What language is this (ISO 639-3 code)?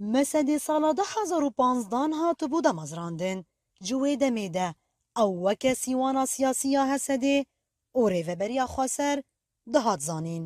kur